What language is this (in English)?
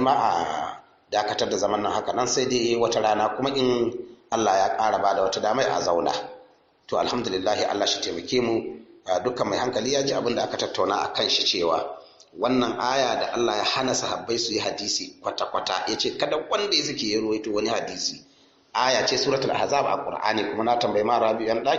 Hausa